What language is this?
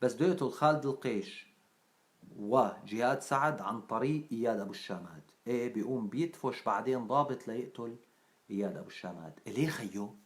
North Levantine Arabic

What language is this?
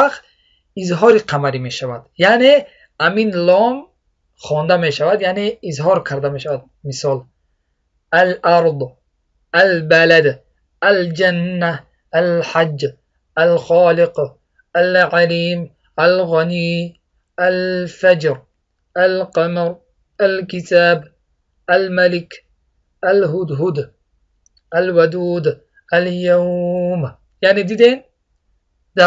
Tajik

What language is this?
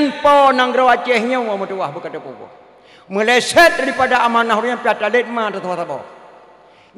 Achinese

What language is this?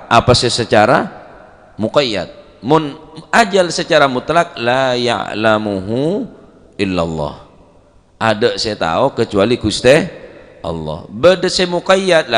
Madurese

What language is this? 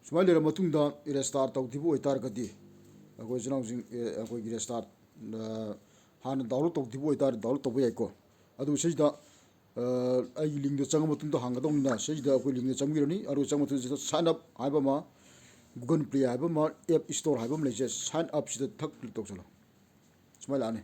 Manipuri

